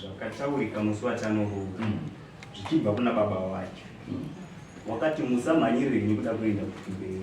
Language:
Shona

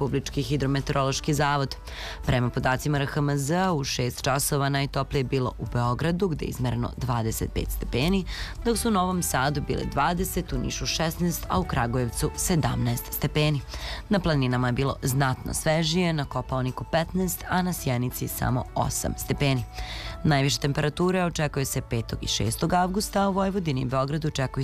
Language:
Serbian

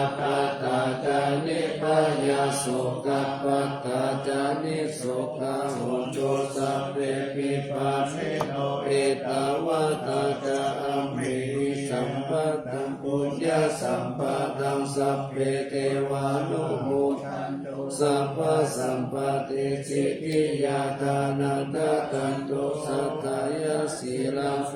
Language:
Pali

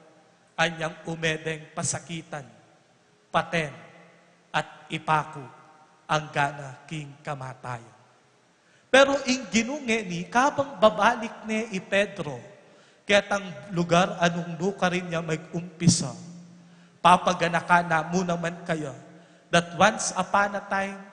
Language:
Pampanga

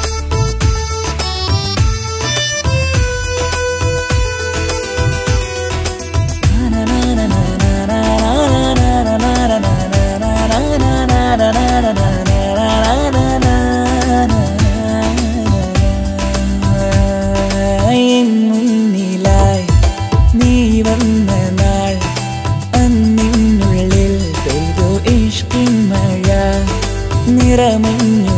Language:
Malayalam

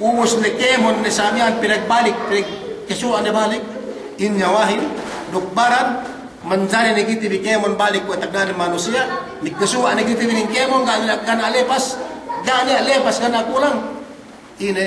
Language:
Yakan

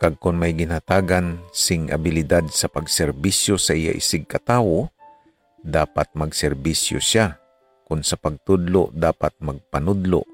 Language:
Hiligaynon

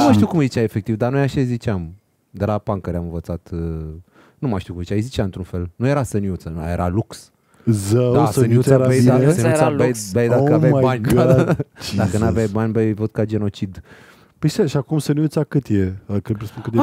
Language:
Romanian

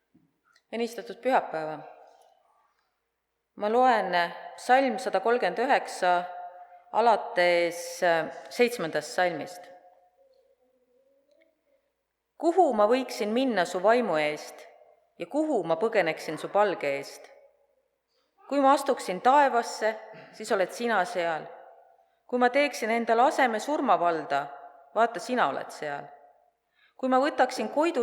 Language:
Estonian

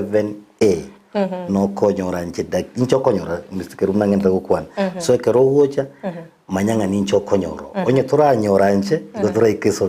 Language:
Gusii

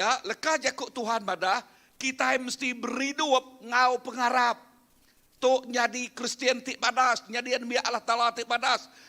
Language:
Iban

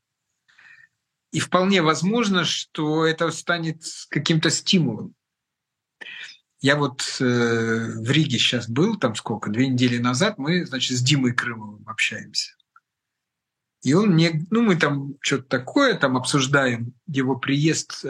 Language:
Russian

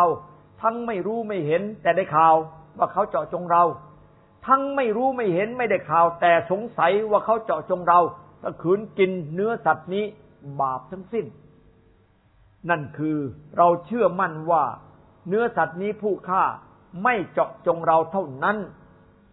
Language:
Thai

